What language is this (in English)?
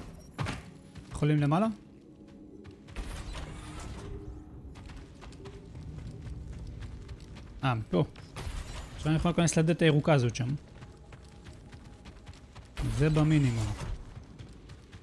Hebrew